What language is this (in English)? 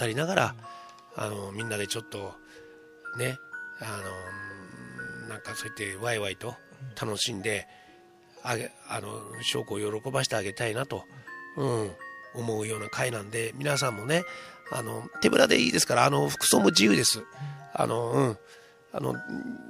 Japanese